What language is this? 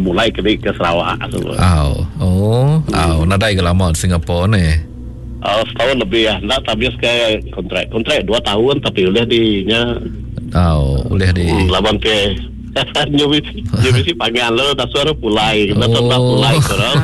Iban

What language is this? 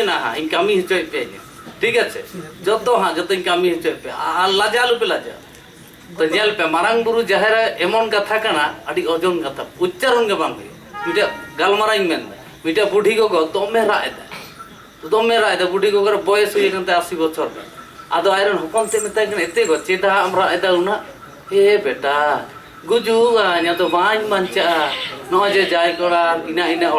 Santali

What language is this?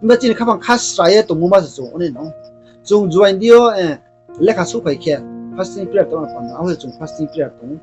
Riang (India)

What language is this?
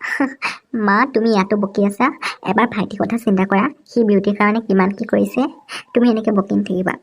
Assamese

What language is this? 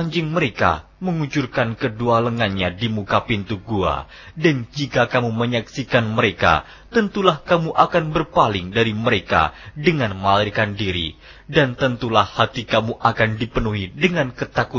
Indonesian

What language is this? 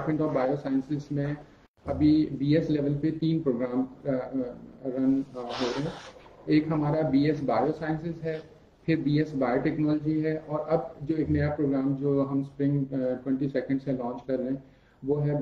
Urdu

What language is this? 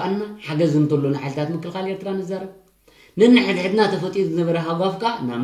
Tigrinya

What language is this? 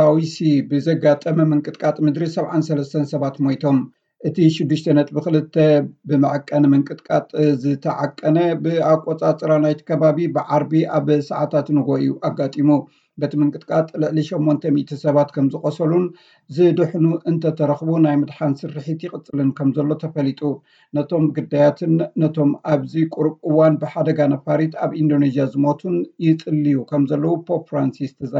Tigrinya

